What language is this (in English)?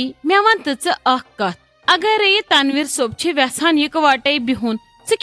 Kashmiri